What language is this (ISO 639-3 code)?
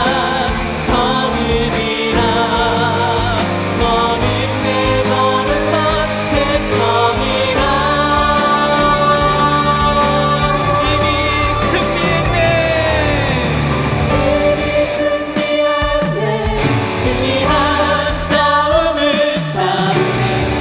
kor